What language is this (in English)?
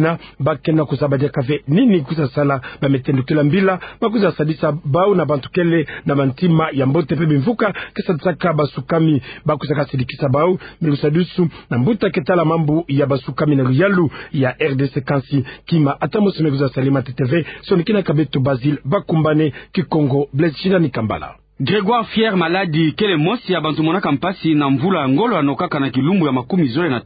Kituba (Democratic Republic of Congo)